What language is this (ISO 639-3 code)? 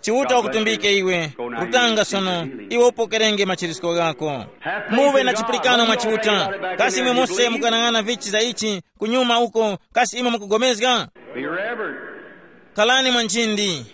tum